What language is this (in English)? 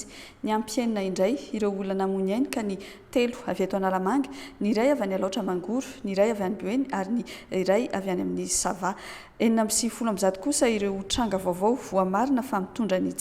Malagasy